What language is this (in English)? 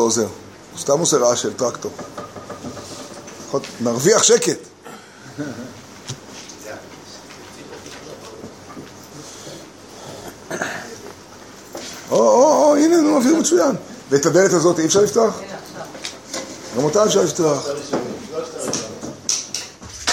Hebrew